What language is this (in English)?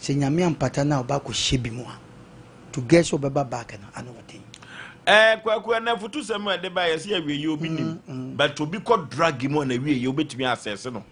Akan